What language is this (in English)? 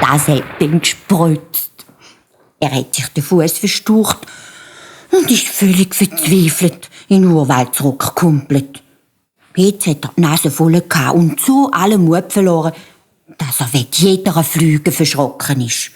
Swiss German